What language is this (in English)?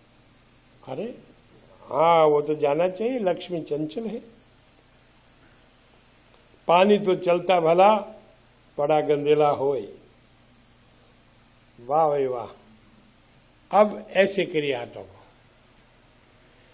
Hindi